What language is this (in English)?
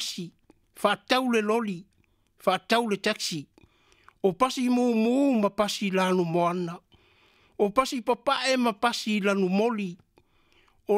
Samoan